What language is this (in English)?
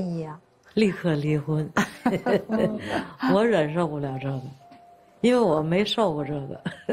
Chinese